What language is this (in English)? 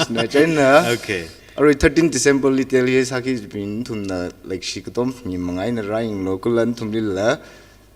Tangkhul Naga (India)